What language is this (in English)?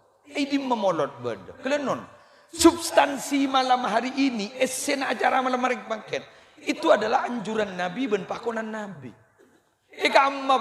Madurese